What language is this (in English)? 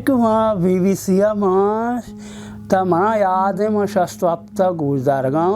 Baluchi